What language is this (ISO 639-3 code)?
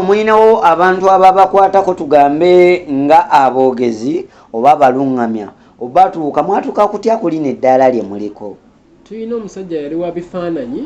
lug